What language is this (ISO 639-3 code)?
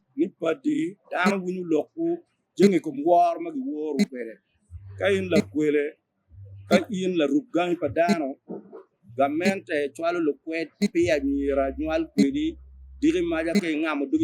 ach